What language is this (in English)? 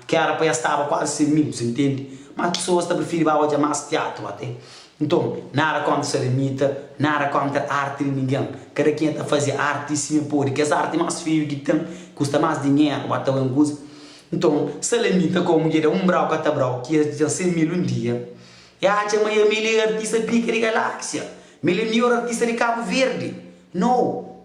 Kabuverdianu